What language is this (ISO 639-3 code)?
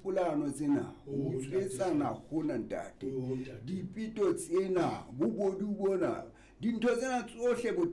sot